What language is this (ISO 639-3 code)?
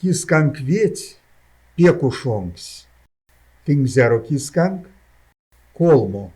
myv